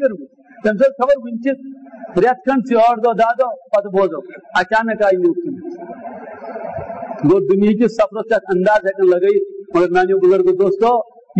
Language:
Urdu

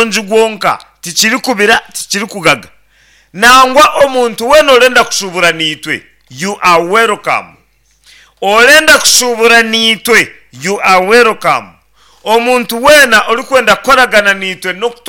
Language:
Nyankole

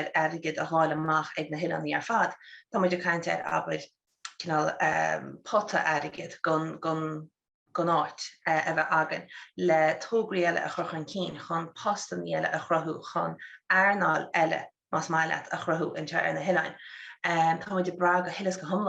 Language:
Irish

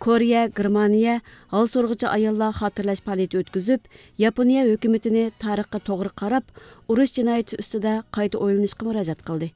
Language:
Uyghur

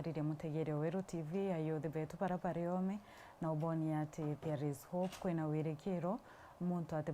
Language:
Meru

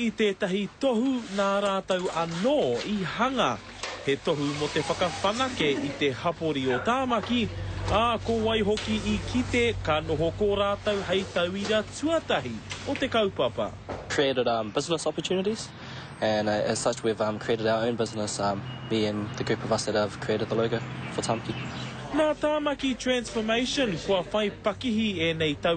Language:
Māori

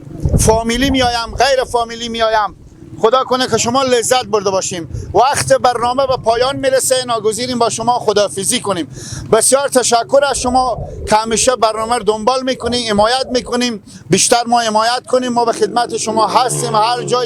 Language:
Persian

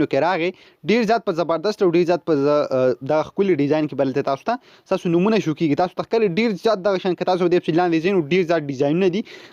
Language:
Pashto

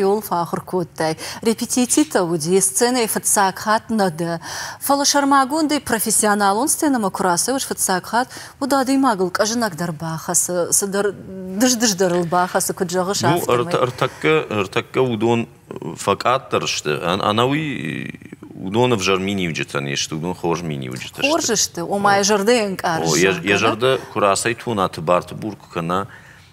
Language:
Ossetic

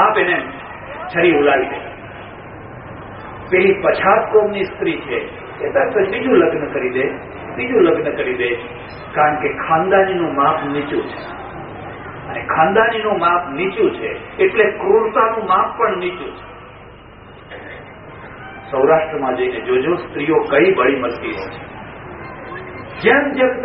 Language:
Gujarati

